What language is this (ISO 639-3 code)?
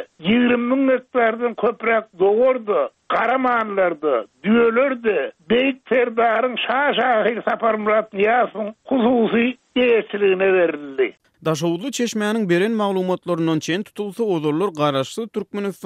tuk